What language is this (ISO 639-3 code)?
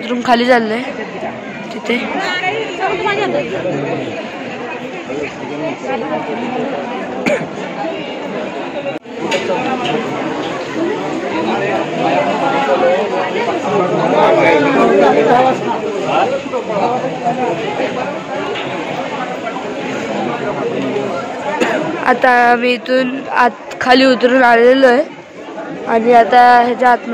mar